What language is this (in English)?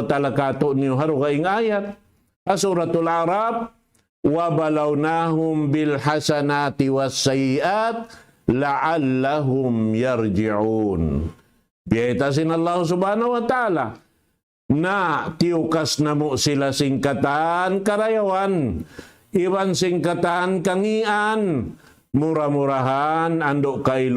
Tausug